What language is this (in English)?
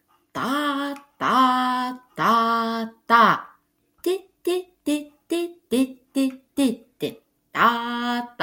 Lithuanian